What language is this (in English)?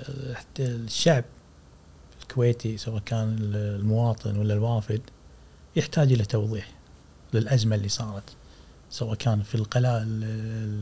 Gulf Arabic